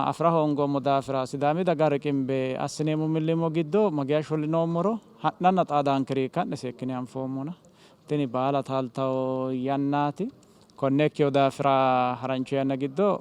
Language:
Sidamo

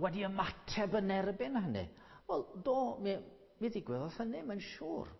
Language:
Welsh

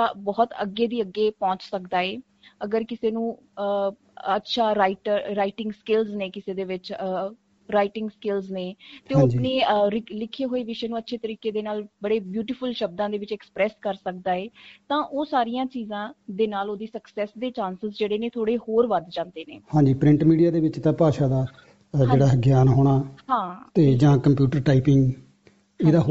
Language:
Punjabi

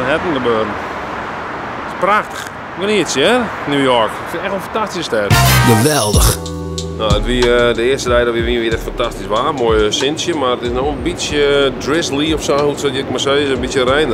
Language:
Western Frisian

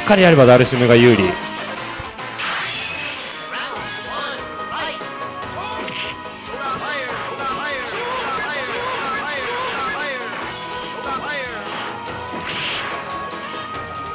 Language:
Japanese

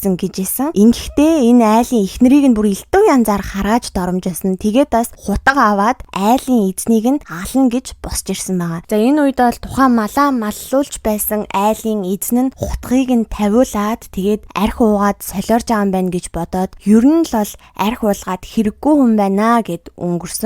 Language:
Mongolian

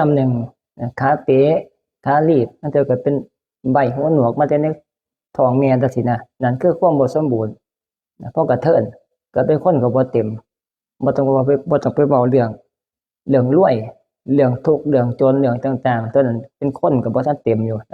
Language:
Northeastern Thai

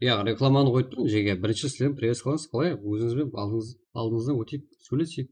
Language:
Kara-Kalpak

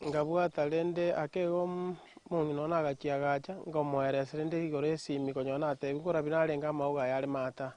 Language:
Gusii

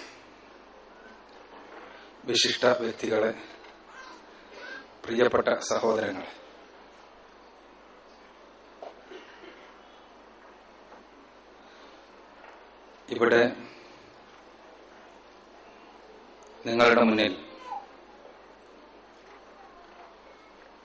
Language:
Malayalam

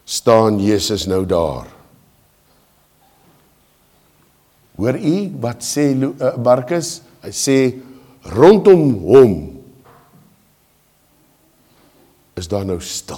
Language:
Afrikaans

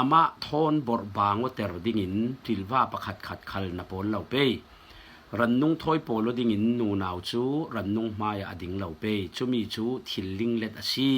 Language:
Falam Chin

